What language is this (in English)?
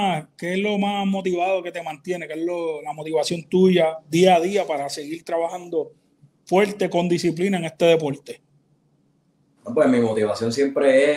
Spanish